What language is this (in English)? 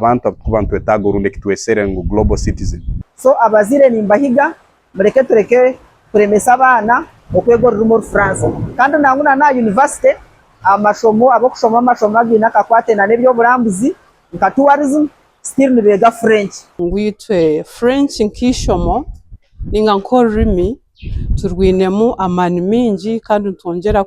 Nyankole